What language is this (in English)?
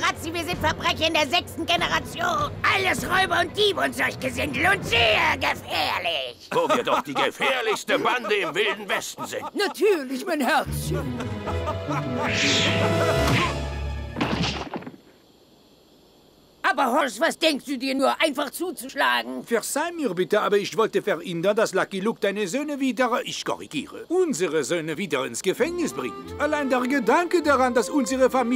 German